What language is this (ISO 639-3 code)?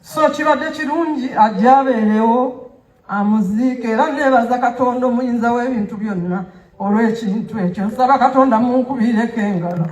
lug